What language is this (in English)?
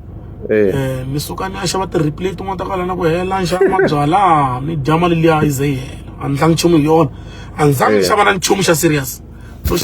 Tsonga